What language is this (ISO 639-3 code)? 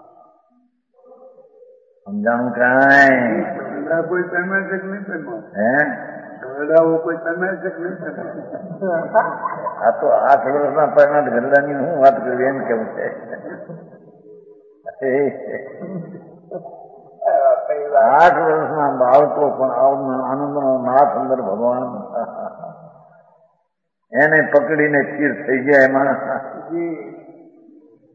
guj